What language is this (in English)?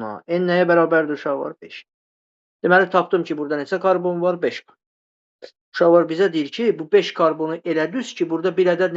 Azerbaijani